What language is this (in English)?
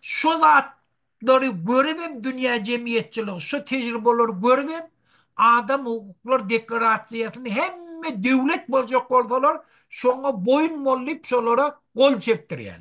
Turkmen